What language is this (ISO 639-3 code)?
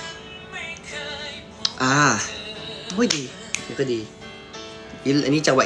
tha